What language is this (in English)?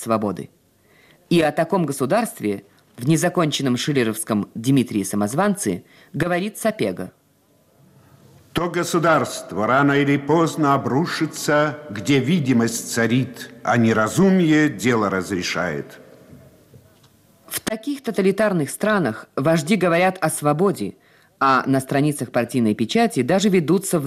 Russian